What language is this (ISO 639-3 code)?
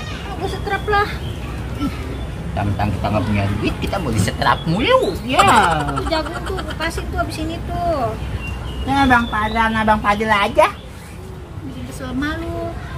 bew